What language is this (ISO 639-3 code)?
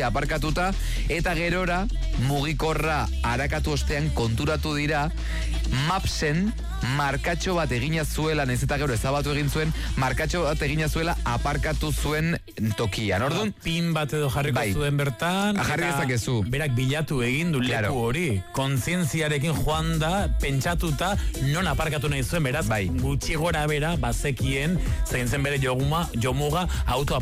eus